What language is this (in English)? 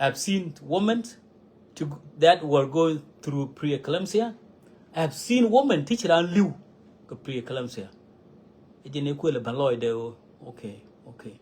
Nuer